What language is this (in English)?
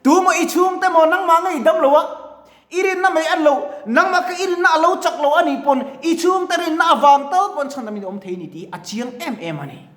Mizo